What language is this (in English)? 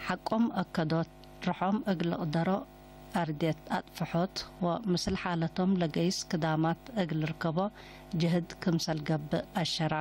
Tigre